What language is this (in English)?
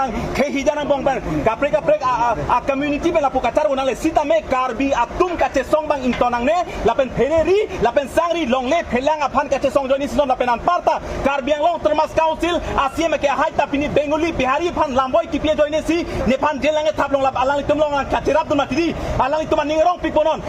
Karbi